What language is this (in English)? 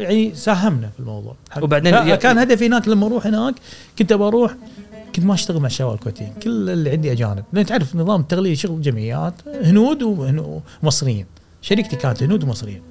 Gulf Arabic